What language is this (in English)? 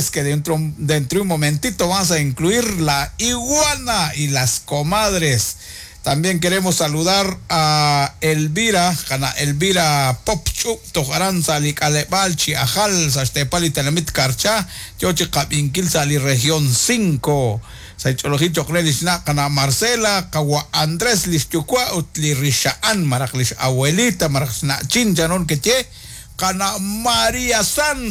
Kekchí